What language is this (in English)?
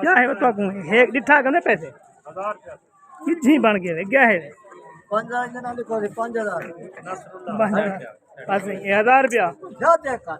Saraiki